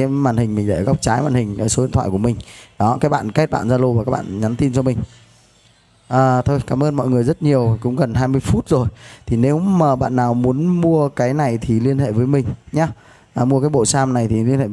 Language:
Vietnamese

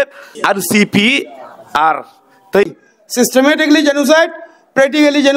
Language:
Rohingya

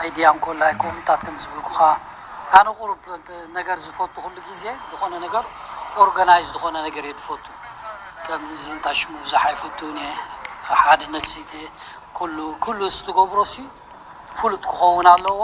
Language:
Tigrinya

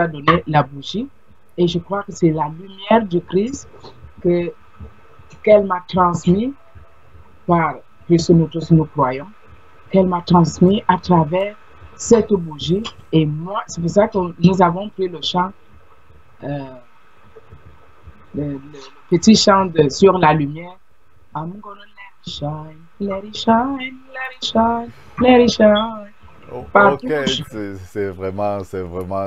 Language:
French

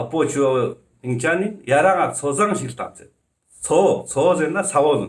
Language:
Ladakhi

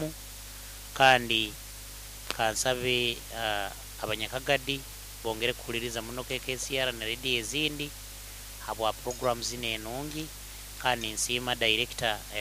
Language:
Nyoro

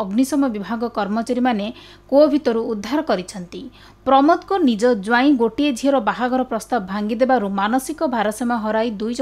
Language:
Odia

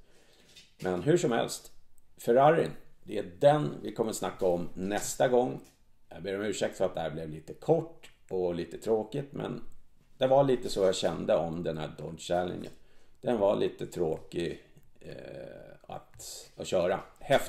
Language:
Swedish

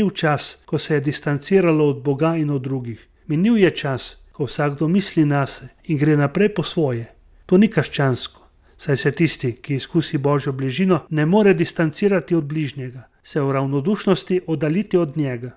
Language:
Slovenian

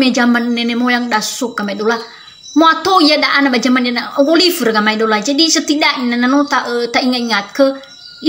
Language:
Nias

